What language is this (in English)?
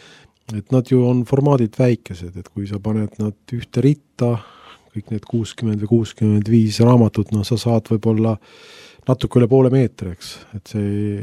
Estonian